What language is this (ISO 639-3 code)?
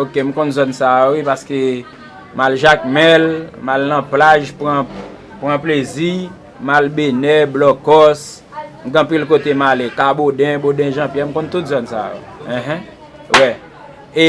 hat